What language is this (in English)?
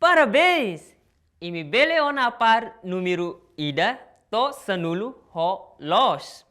Tetum